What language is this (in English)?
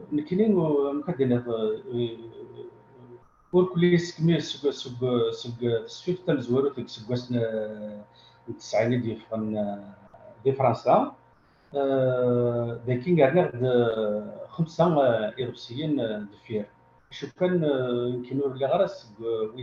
Kabyle